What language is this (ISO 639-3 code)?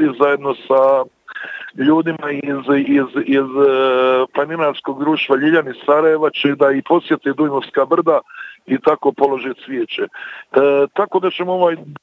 bos